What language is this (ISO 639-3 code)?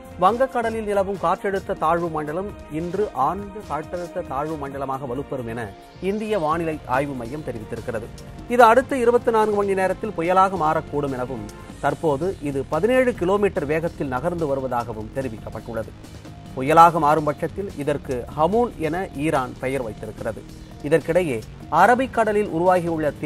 tam